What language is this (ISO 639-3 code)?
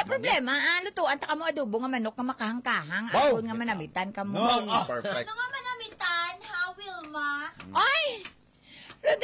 hil